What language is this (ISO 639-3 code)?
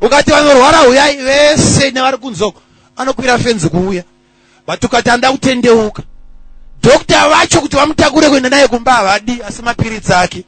sna